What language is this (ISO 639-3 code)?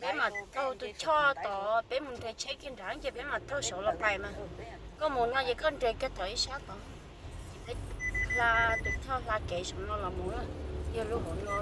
hmn